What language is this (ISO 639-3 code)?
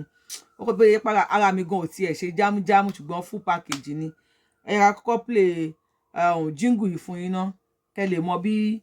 yor